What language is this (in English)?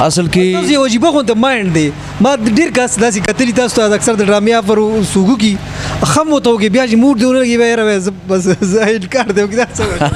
Pashto